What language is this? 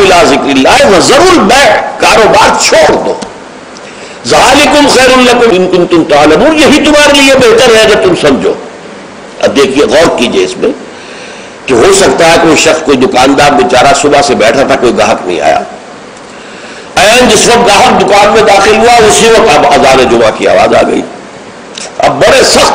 Urdu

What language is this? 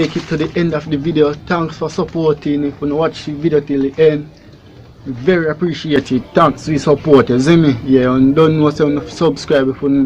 Jamaican Creole English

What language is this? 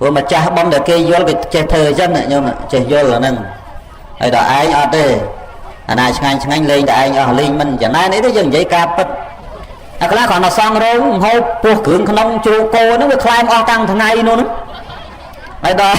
Khmer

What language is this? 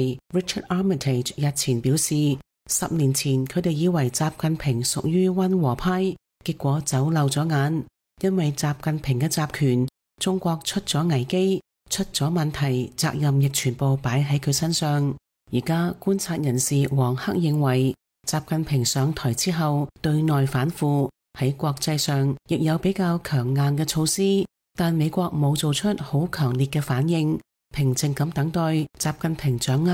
Cantonese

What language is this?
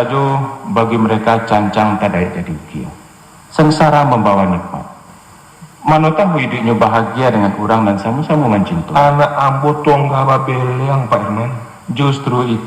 Minangkabau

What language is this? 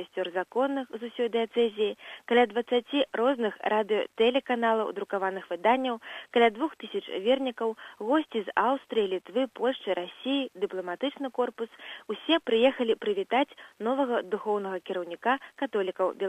Belarusian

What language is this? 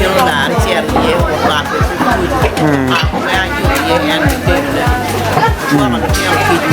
Acoli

